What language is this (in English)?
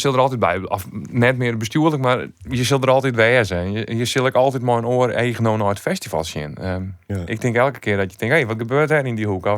Western Frisian